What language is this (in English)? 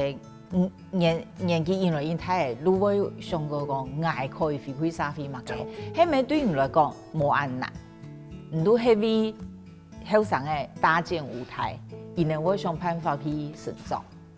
Hakka Chinese